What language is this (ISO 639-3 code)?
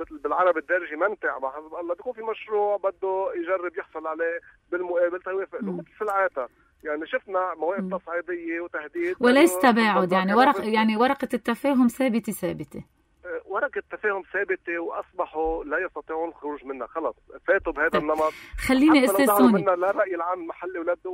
apc